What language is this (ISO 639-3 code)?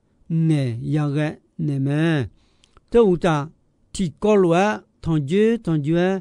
ahk